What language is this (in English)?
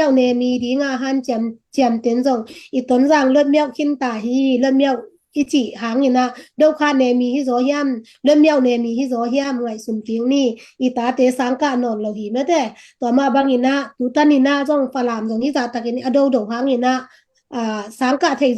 Tedim Chin